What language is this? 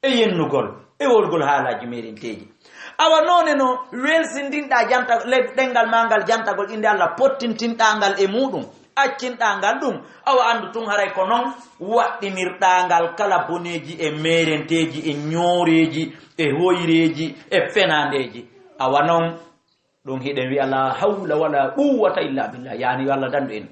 Fula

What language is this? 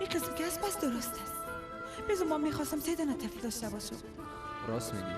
Persian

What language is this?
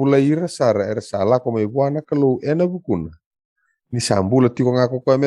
Fijian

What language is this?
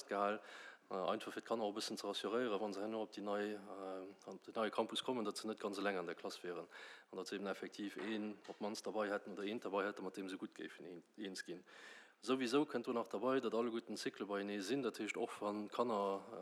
Luxembourgish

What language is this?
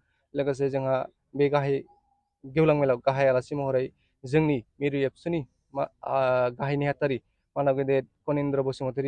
Bodo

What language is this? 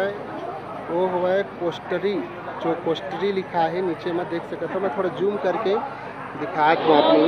Chhattisgarhi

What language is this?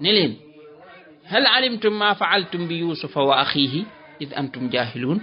Wolof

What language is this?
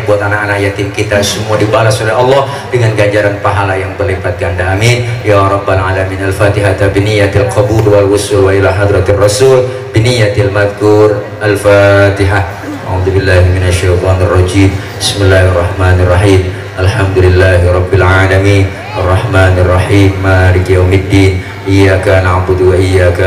Betawi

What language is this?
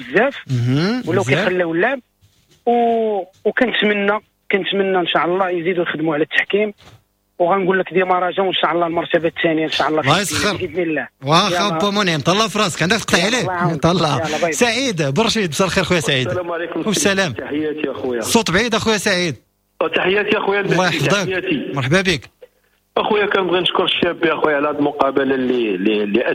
Moroccan Arabic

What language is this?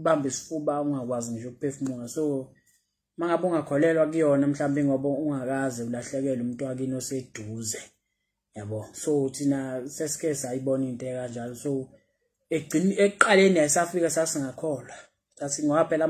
Zulu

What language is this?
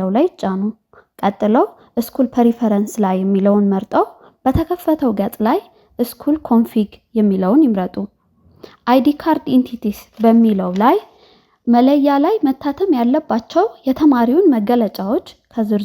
Amharic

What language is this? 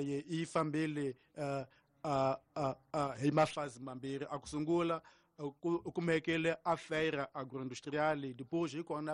Tsonga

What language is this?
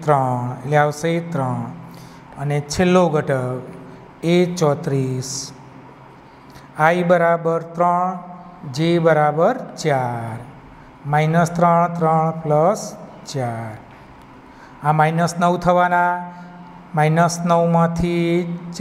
Gujarati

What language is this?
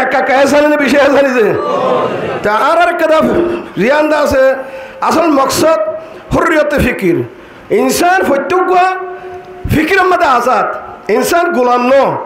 Rohingya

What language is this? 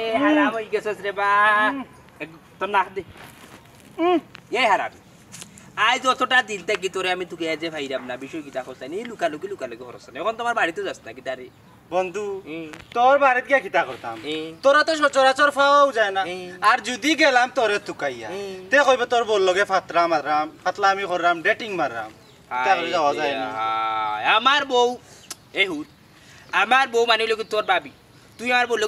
Sylheti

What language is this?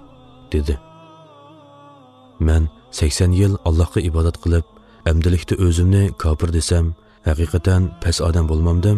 Uyghur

